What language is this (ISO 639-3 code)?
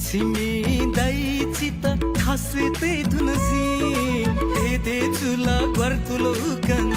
new